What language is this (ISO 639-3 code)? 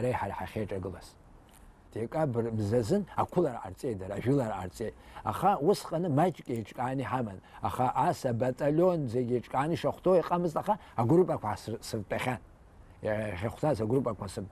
abk